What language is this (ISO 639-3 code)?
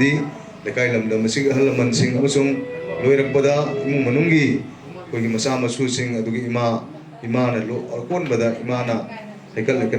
mni